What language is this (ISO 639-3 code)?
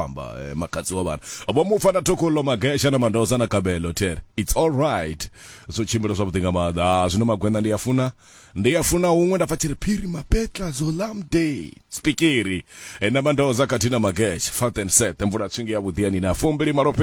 ven